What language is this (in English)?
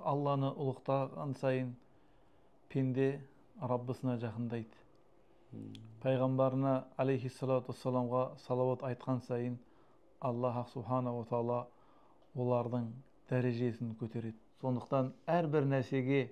Kazakh